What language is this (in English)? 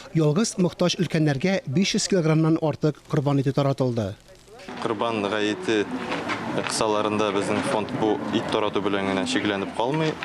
Tatar